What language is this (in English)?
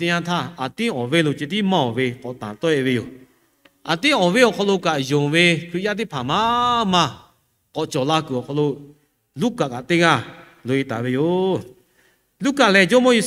Lahu